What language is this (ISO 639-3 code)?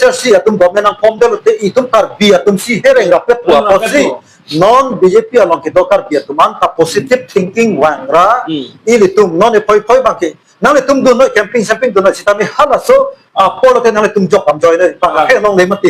mjw